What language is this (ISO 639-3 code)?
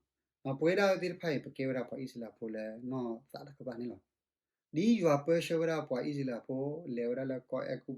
ksw